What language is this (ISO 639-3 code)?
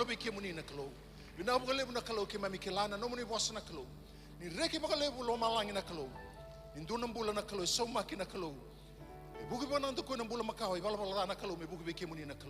fij